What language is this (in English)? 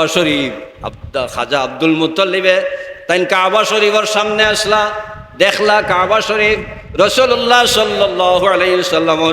Sylheti